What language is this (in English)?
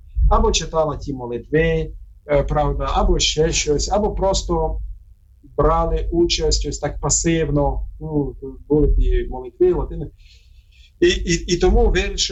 Ukrainian